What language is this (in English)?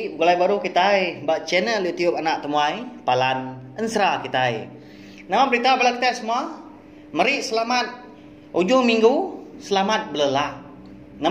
Iban